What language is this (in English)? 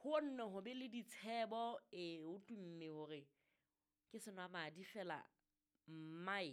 Southern Sotho